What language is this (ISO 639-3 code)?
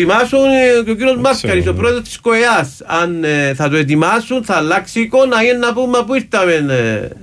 ell